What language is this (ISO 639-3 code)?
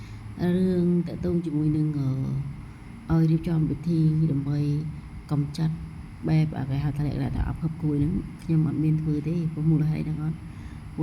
khm